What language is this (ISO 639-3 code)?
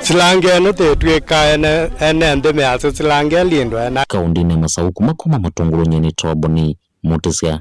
kam